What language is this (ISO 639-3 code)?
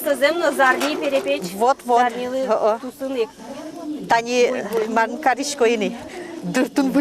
udm